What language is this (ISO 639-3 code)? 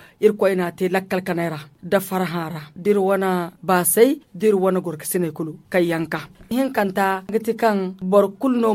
dje